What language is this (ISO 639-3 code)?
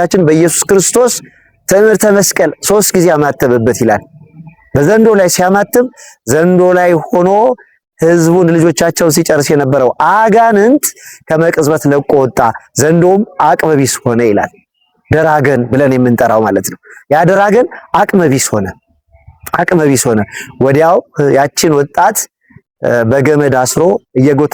amh